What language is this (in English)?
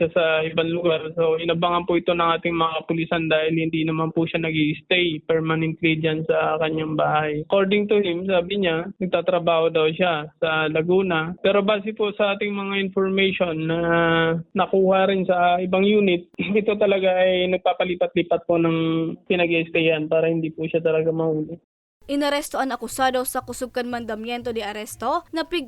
Bikol